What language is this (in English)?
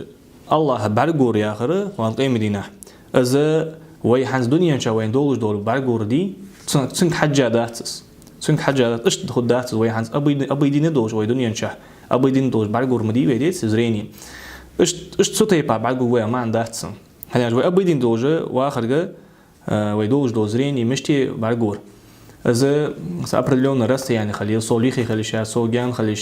Ingush